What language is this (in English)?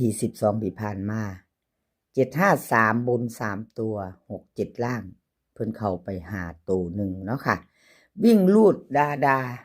Northeastern Thai